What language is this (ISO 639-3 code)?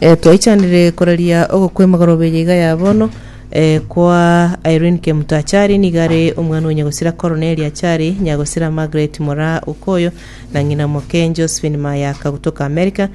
guz